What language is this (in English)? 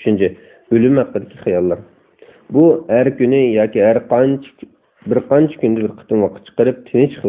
Uyghur